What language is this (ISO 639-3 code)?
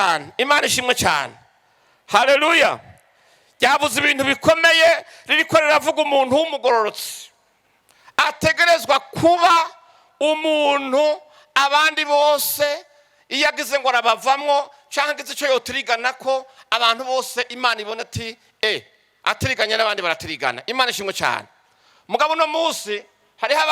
run